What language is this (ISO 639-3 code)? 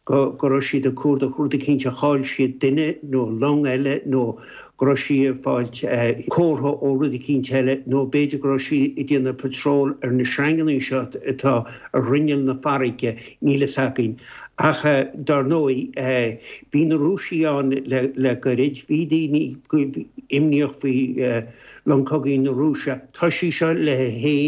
gle